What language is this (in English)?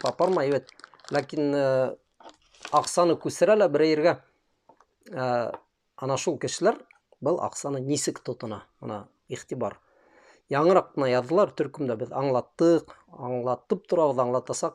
Bashkir